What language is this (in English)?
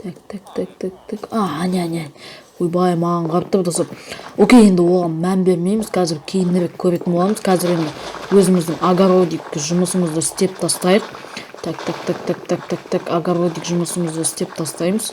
Kazakh